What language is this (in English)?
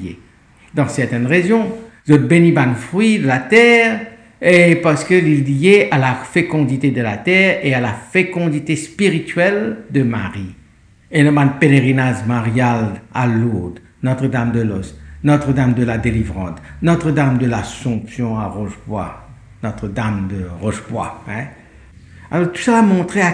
Morisyen